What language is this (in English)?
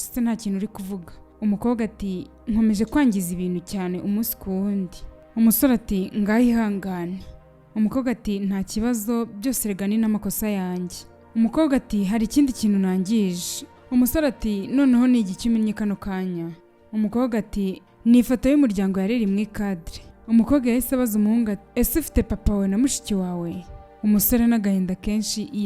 Kinyarwanda